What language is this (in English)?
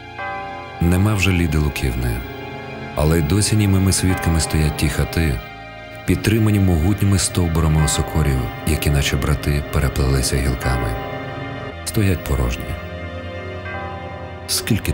Ukrainian